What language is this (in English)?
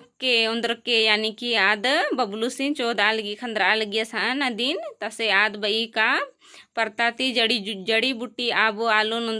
Kurukh